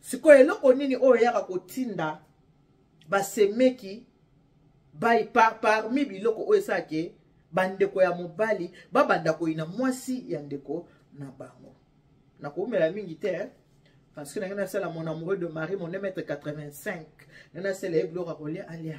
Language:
Lingala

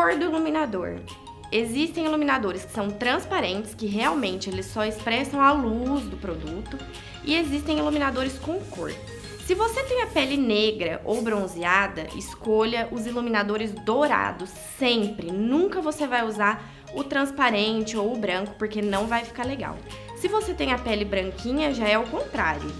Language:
Portuguese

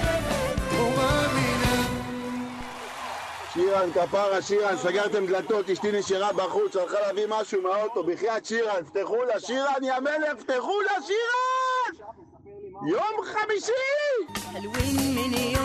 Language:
Hebrew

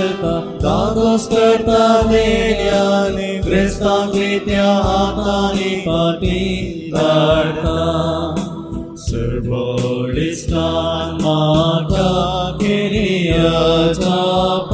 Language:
Konkani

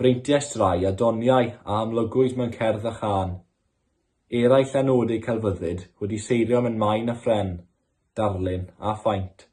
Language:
Welsh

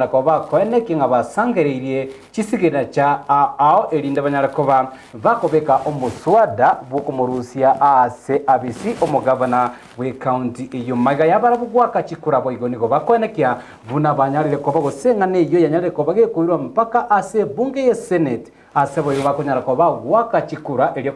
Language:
Gusii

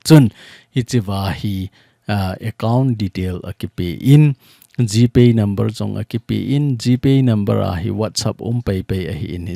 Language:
Thado Chin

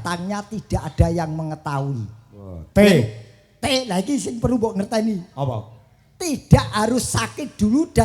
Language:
Javanese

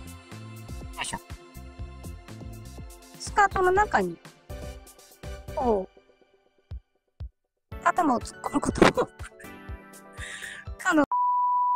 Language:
Japanese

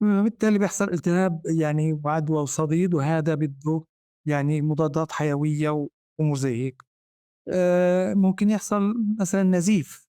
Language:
North Levantine Arabic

